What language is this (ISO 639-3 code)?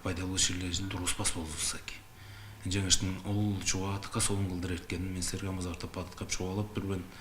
tyv